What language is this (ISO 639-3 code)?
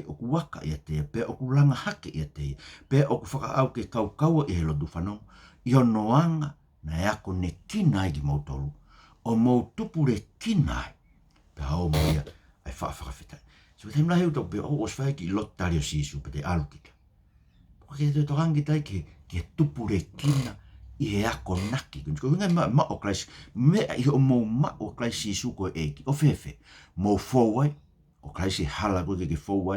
ton